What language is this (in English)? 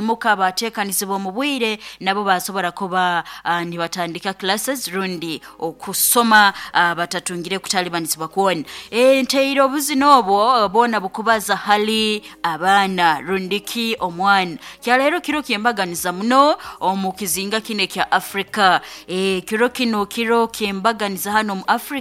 Nyankole